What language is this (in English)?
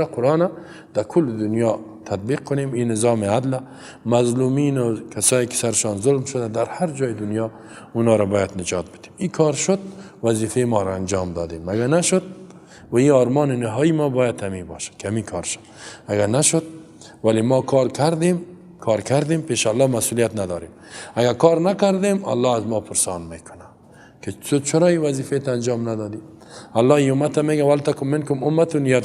Persian